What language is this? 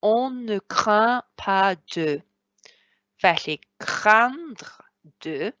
Welsh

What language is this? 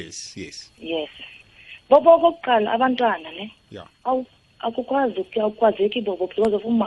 South Ndebele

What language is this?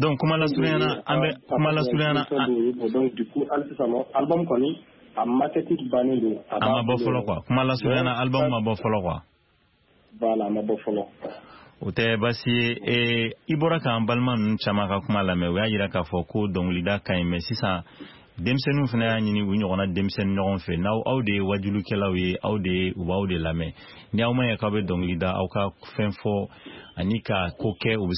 Bambara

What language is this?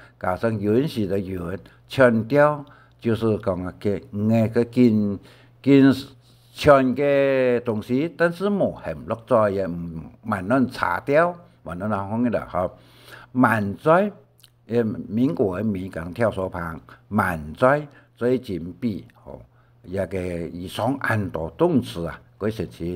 Hakka Chinese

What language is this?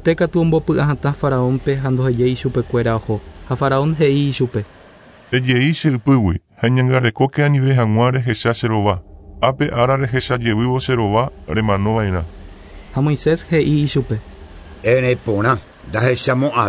Guarani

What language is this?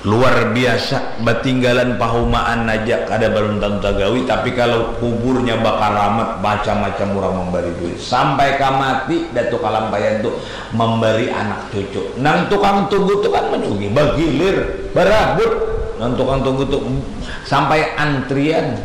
Banjar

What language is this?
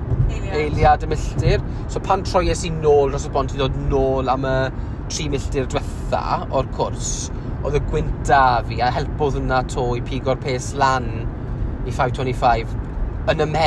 Welsh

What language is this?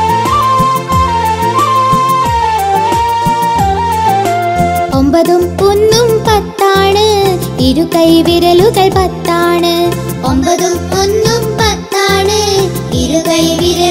Malayalam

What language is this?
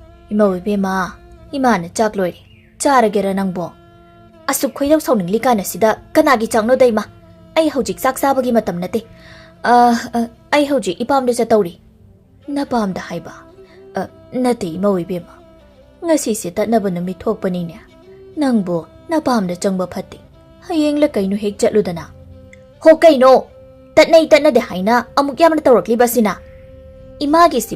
Manipuri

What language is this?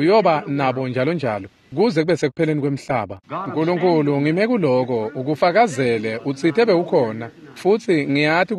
Swati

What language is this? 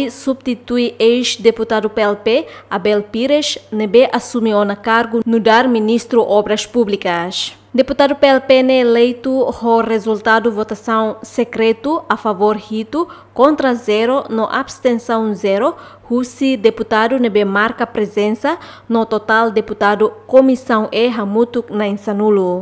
Tetum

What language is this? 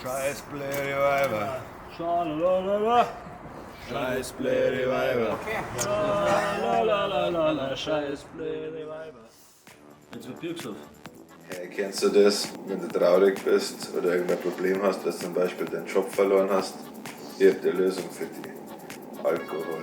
Bavarian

